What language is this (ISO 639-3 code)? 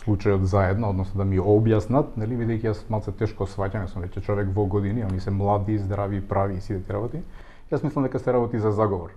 mkd